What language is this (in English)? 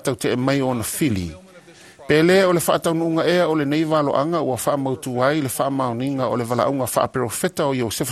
Samoan